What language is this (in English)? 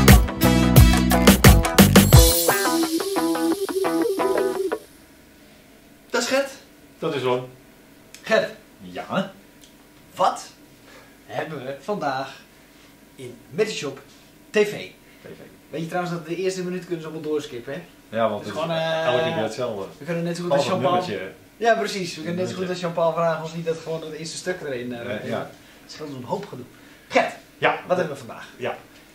Dutch